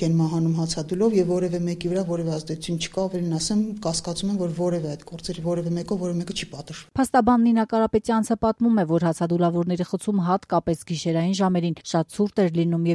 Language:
Armenian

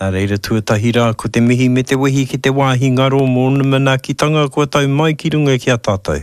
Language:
Māori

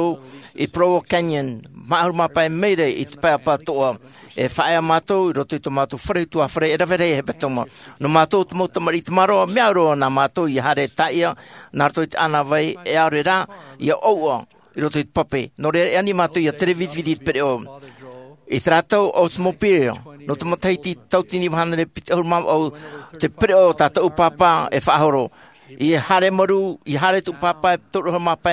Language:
Tahitian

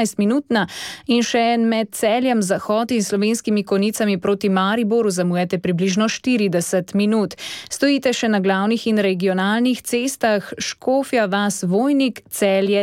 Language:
Slovenian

